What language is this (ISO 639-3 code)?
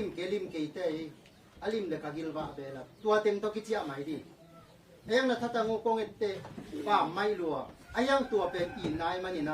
ctd